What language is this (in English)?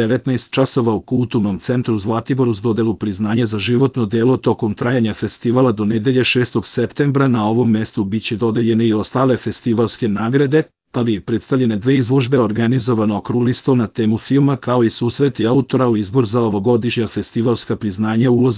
Serbian